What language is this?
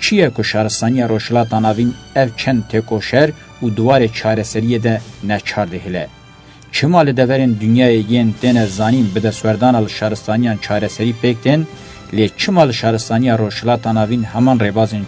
Kurdish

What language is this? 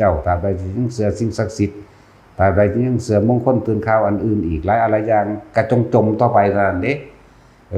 Northeastern Thai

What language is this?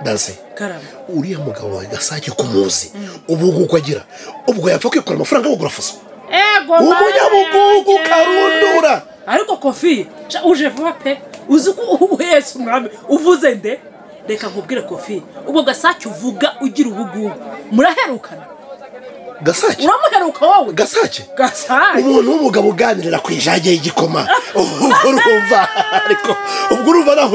Kinyarwanda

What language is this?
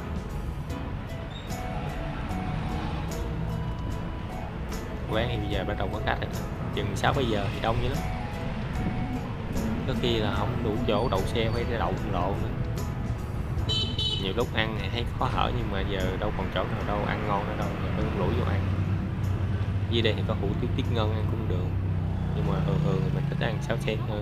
Vietnamese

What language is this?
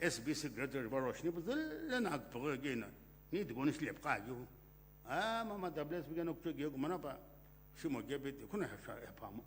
Sumi Naga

